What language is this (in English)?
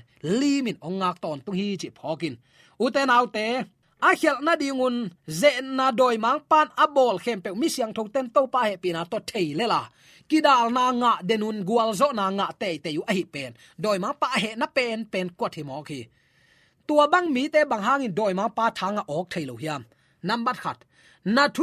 Tedim Chin